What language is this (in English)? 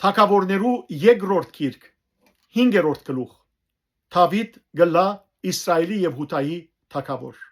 Western Armenian